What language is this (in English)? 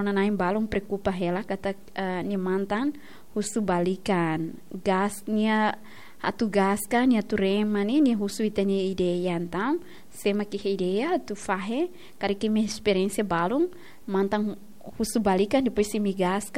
Tetum